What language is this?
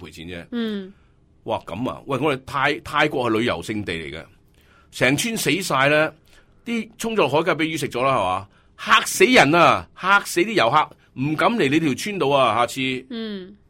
Cantonese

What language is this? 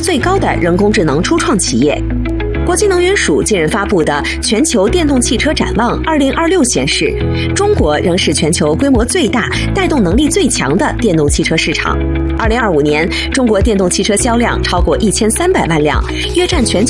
Chinese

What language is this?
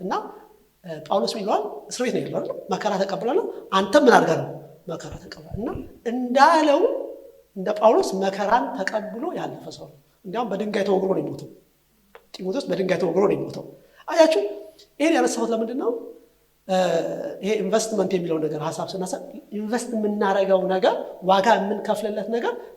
Amharic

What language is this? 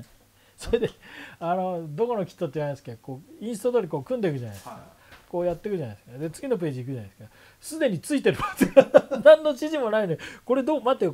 Japanese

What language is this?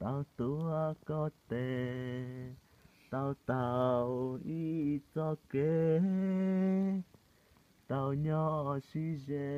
Hmong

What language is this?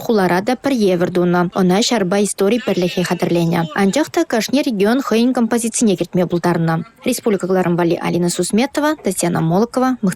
Chuvash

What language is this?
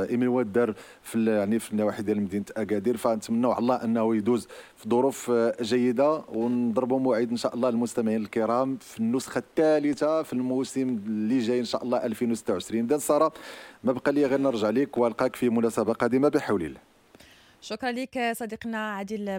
Moroccan Arabic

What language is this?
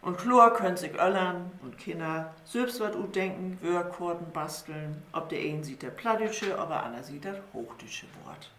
Low German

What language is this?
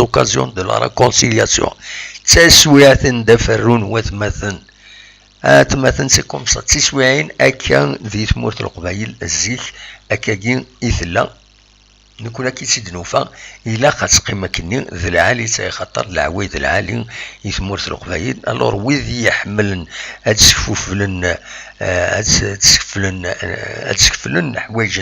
Kabyle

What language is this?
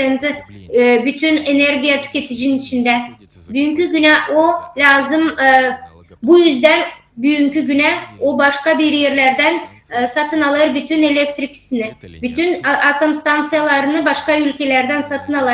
Gagauz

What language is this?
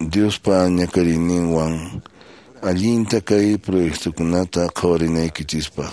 Quechua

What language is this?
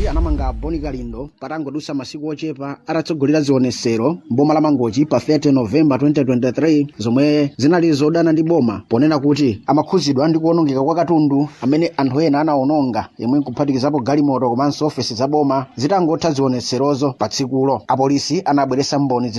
Nyanja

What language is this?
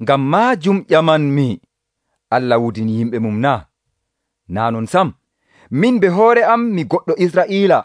Nigerian Fulfulde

